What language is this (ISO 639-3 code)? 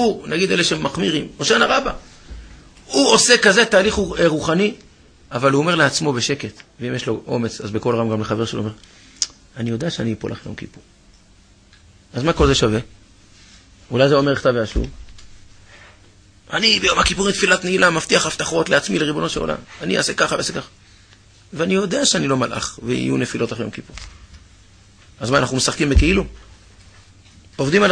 heb